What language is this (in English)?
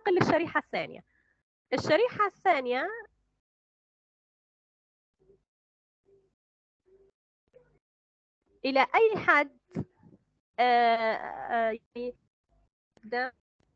Arabic